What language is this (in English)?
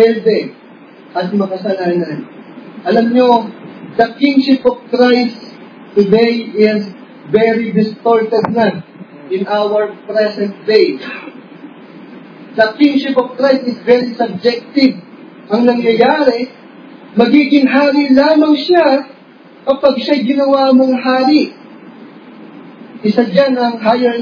Filipino